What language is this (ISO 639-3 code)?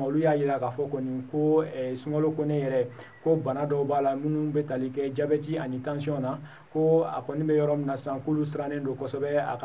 bam